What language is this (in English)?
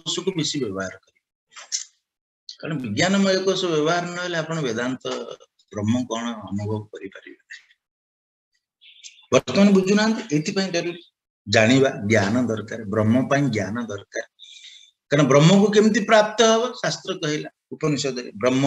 Odia